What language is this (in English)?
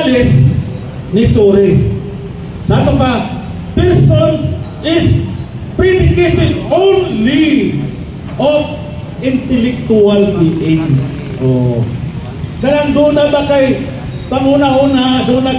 Cebuano